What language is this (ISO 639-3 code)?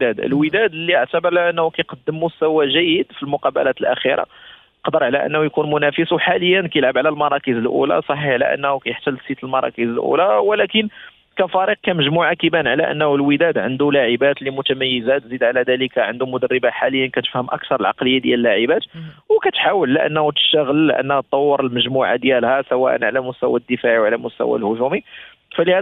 ary